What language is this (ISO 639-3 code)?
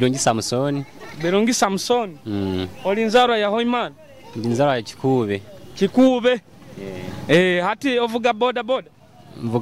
nyo